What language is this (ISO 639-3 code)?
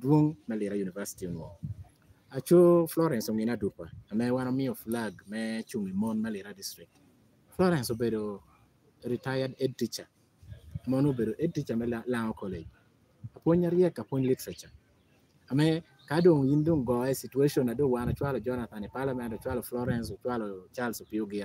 laj